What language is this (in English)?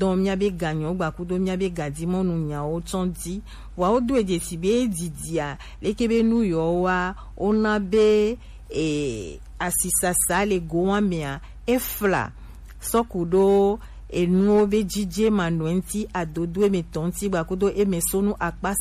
Gen